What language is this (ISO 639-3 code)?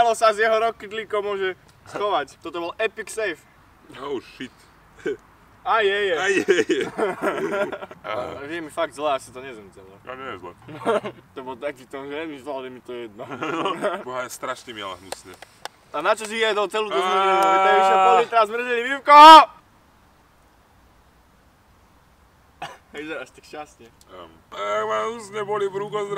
slk